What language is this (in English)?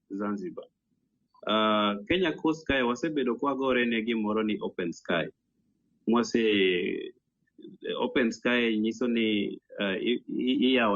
Luo (Kenya and Tanzania)